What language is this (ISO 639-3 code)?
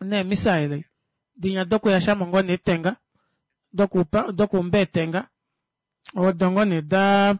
kua